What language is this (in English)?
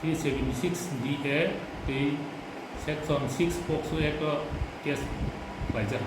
Kok Borok